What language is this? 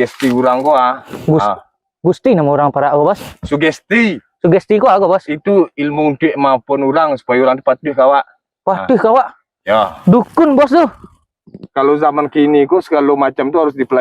Minangkabau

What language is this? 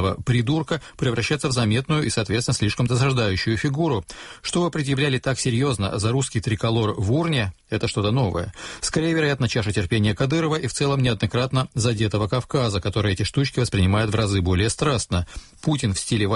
Russian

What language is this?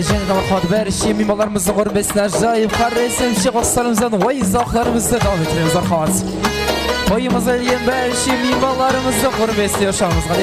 Kara-Kalpak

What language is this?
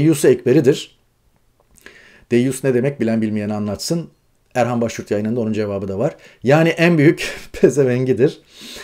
Turkish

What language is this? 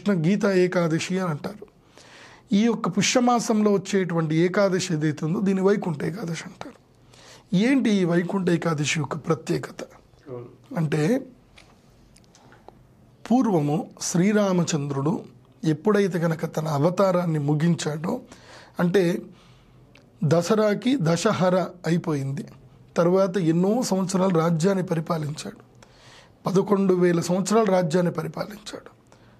Telugu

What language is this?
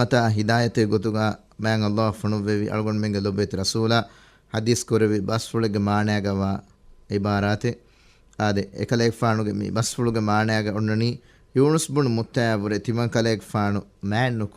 Divehi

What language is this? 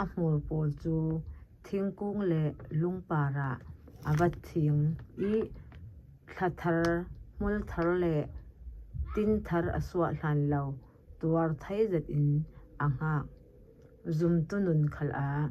Falam Chin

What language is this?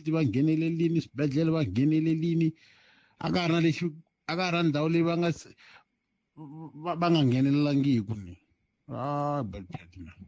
Tsonga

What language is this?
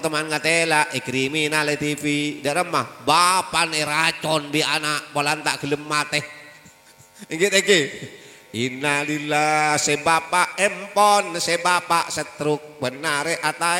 Madurese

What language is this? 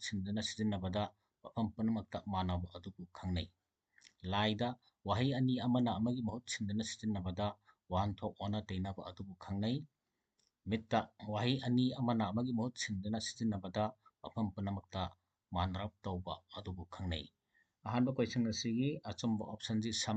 Manipuri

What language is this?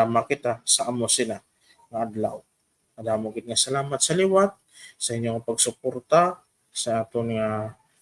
Hiligaynon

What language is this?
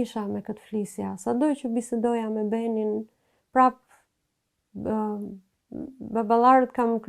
Albanian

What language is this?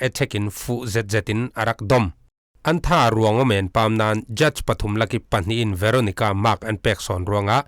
Falam Chin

